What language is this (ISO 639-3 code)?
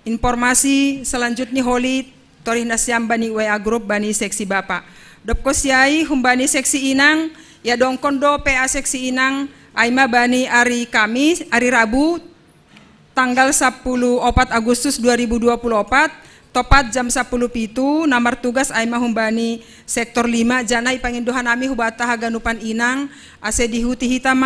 bts